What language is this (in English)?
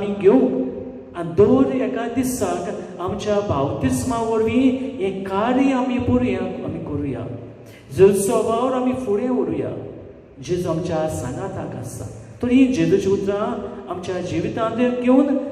Konkani